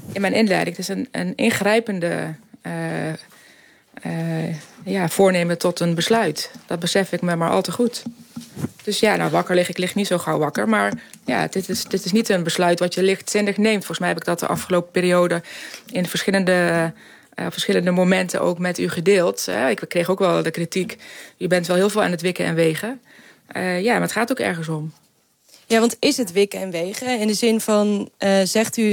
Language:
Dutch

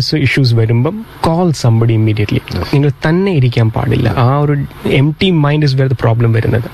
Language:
Malayalam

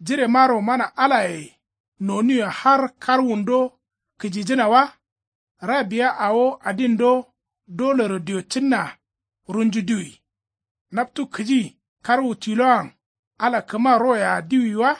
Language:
Kanuri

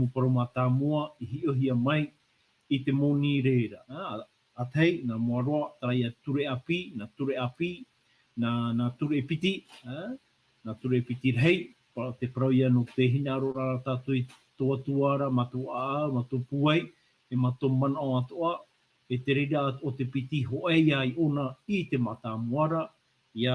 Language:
Tahitian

